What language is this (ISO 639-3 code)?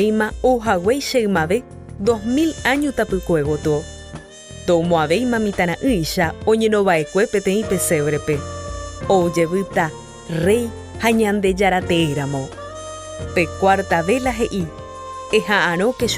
grn